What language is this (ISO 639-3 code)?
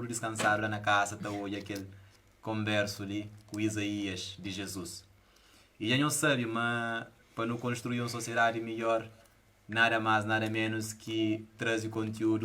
kea